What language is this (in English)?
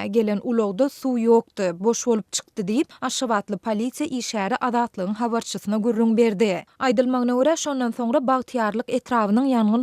Turkmen